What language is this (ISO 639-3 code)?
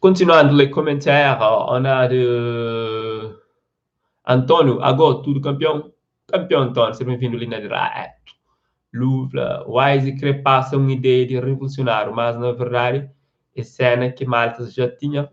kea